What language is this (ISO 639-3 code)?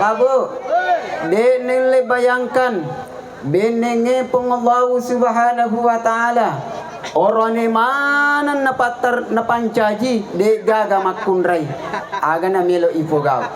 bug